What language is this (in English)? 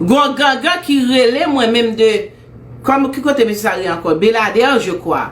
Haitian Creole